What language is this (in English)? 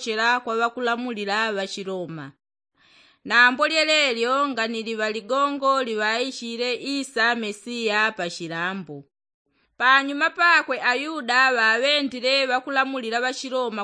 Yao